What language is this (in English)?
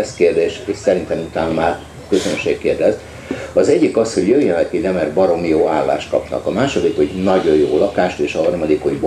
Hungarian